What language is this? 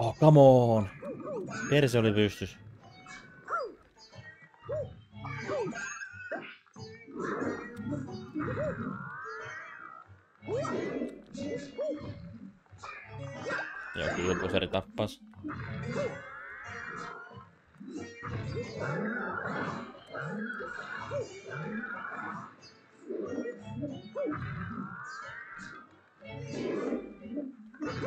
Finnish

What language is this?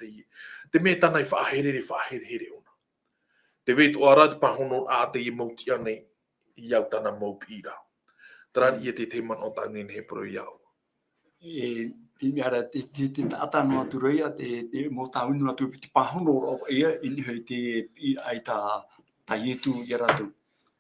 Tahitian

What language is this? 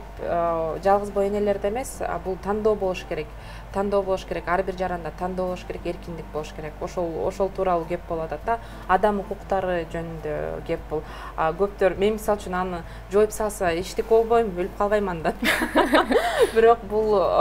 Kyrgyz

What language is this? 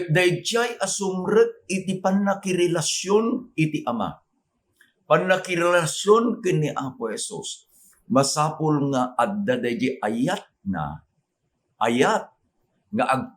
Iloko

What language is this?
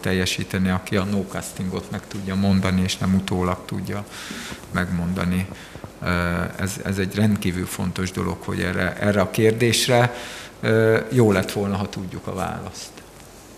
Hungarian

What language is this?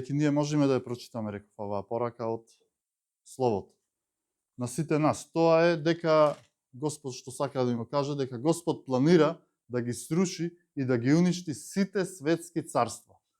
Macedonian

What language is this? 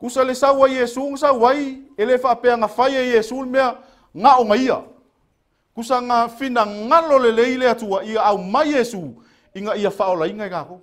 Samoan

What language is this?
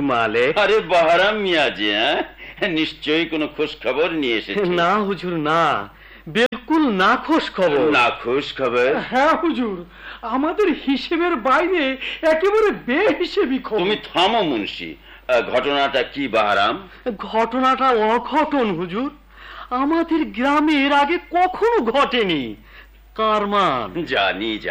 Bangla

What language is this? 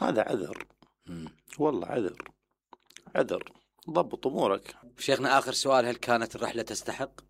Mesopotamian Arabic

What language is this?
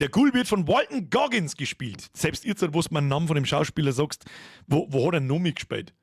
Bavarian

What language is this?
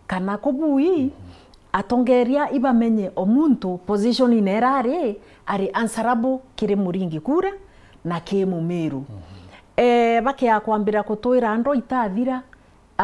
Meru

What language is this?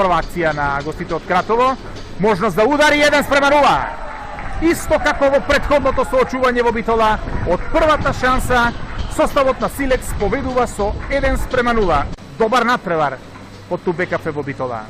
Macedonian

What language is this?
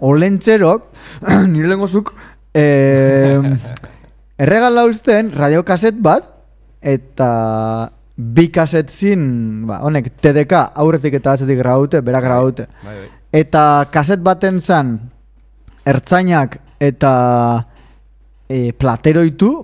Basque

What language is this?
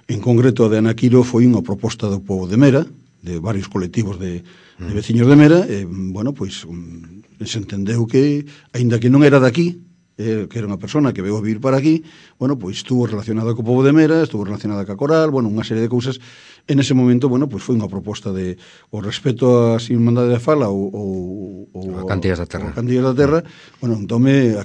Galician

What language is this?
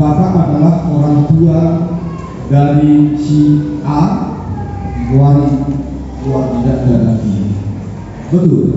Batak Toba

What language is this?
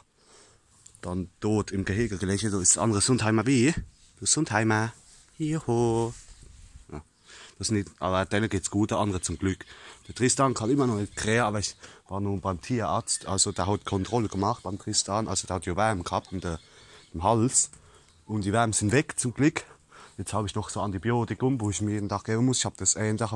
Palatine German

